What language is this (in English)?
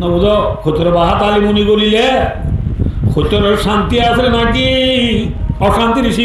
Rohingya